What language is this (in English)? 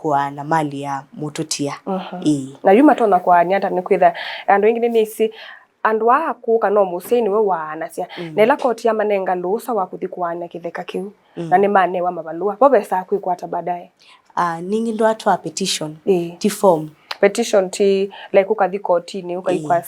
Kamba